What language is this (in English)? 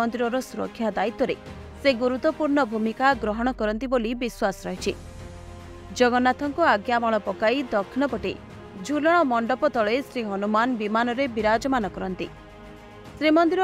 Odia